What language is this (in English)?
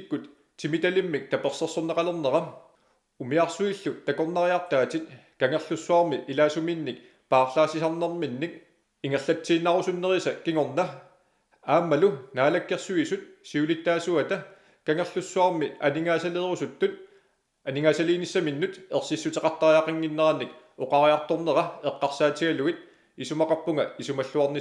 Kalaallisut